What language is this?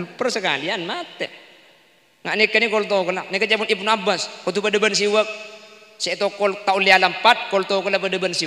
Madurese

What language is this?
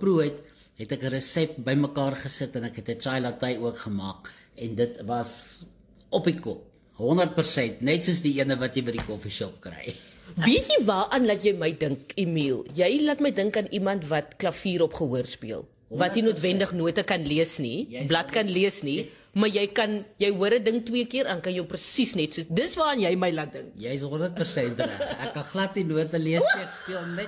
Afrikaans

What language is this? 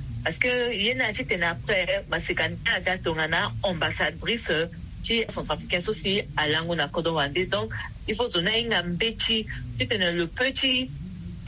Sango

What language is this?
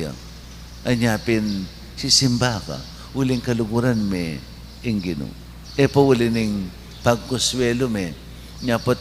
Pampanga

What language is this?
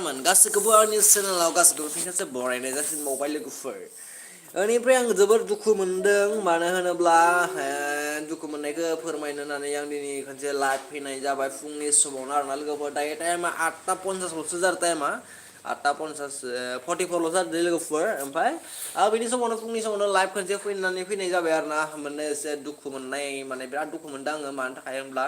Bodo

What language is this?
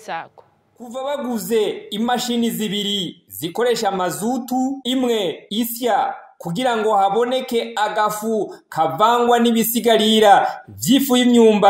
Rundi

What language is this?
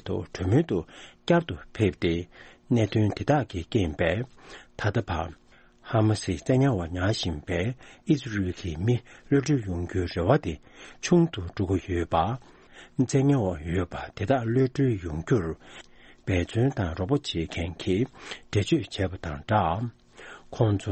Tibetan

